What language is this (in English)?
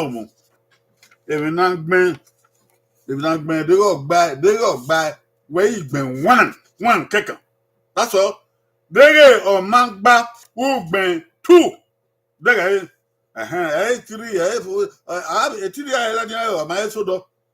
Bini